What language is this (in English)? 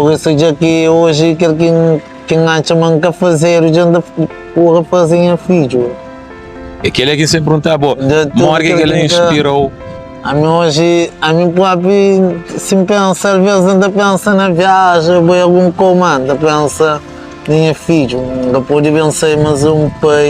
Kabuverdianu